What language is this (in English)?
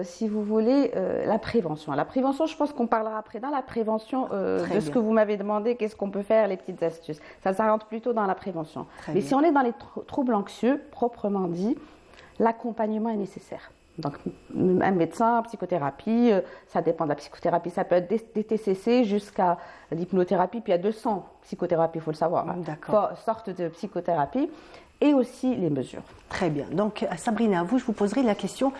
French